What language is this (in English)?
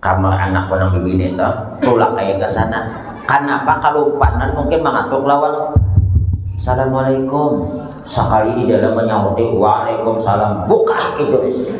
Banjar